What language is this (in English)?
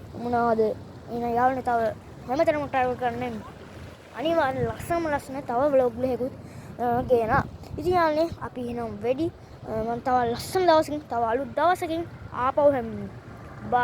Sinhala